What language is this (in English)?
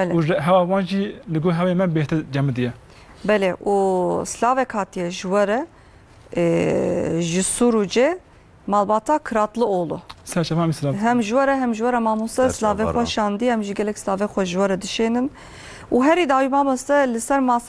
Kurdish